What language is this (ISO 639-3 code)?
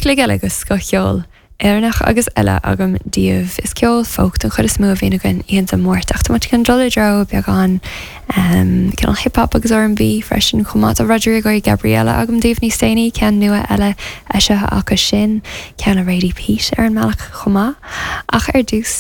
gle